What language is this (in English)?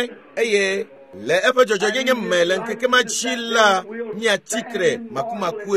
Ewe